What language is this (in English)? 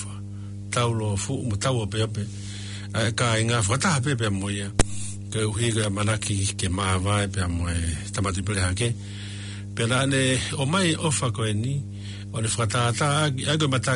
Tongan